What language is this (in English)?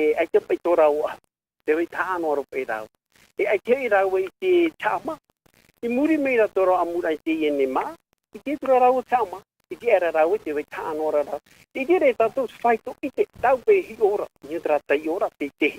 Tahitian